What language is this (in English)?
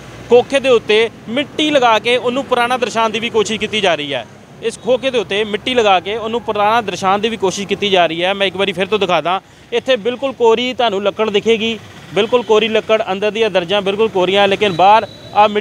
Punjabi